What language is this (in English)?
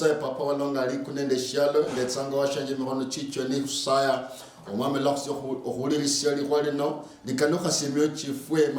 Luyia